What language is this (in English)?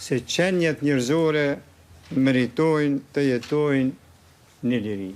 Albanian